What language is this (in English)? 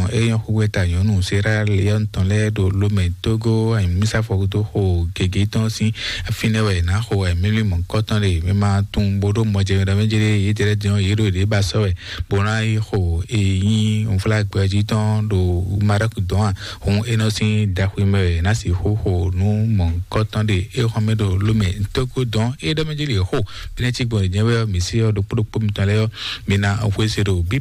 Fon